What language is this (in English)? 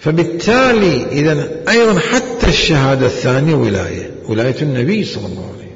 Mesopotamian Arabic